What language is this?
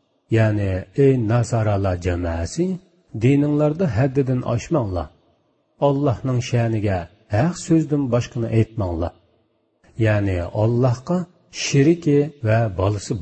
Uyghur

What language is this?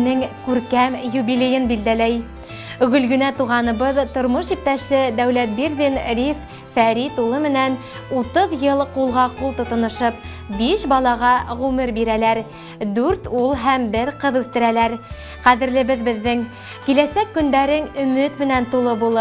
Bashkir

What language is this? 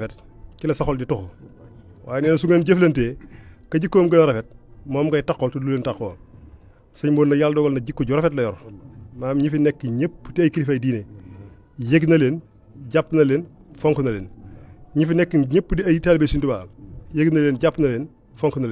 Wolof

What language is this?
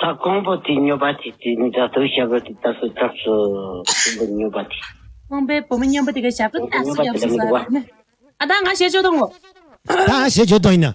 Tibetan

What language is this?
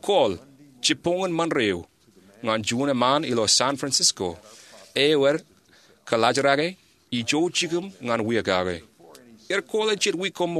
Marshallese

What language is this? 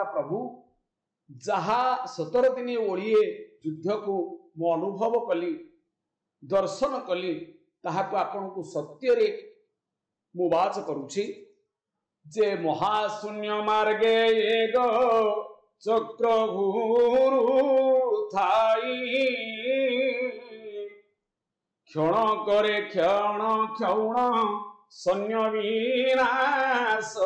Odia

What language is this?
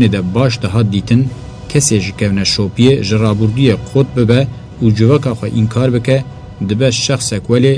Kurdish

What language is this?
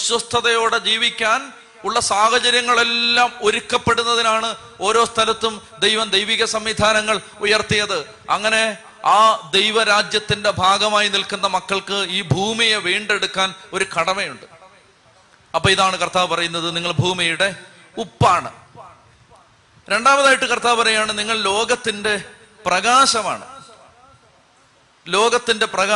Malayalam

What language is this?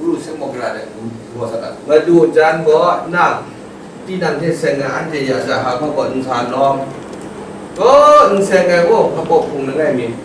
Kachin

